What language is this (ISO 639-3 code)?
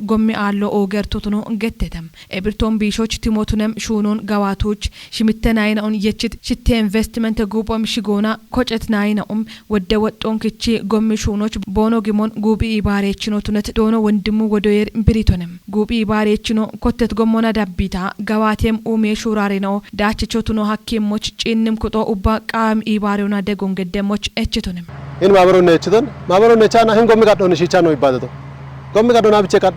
kbr